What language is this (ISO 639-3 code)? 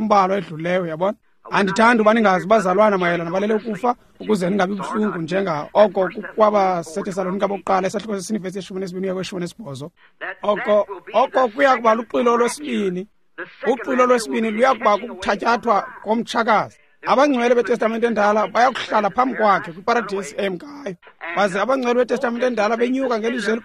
xho